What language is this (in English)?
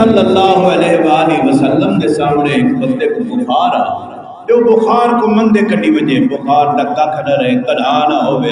Saraiki